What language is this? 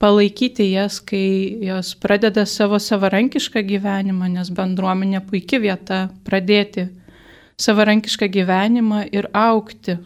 Lithuanian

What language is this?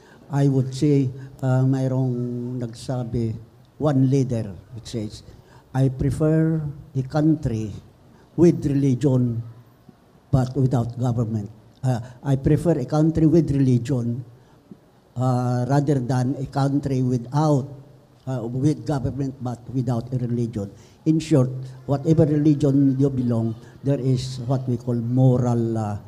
Filipino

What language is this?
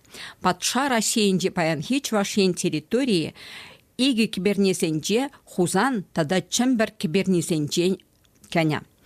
Chuvash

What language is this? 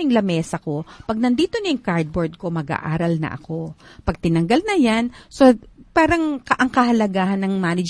Filipino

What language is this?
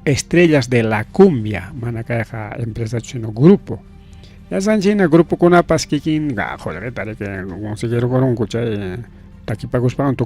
Ayacucho Quechua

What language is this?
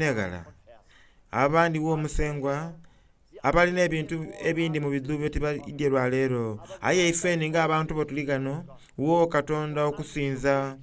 Soga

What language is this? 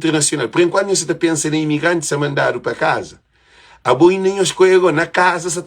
Kabuverdianu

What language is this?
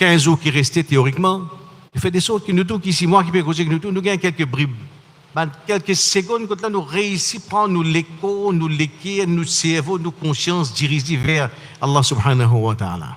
Morisyen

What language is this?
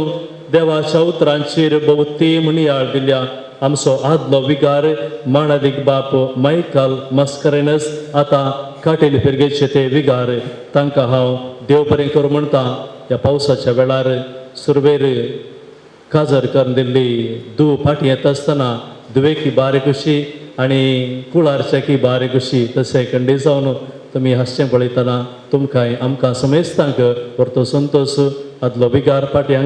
Konkani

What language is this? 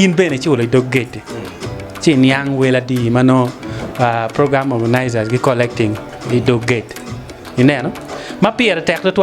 Acoli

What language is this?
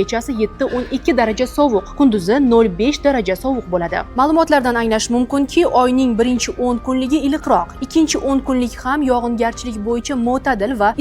Uzbek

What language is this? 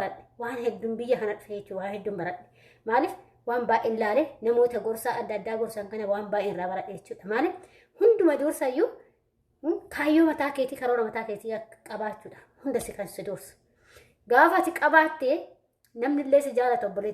Oromo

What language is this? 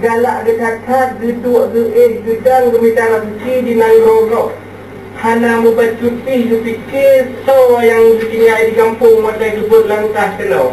Achinese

